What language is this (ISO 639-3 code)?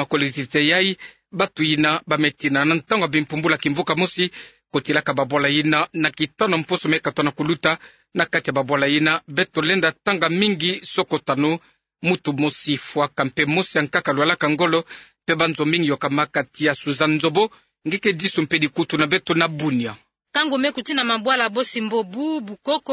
ktu